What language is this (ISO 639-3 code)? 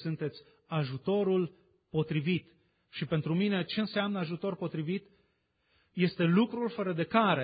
ron